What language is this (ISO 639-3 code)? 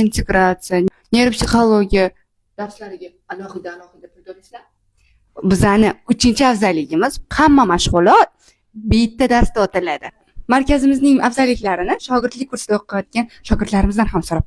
uzb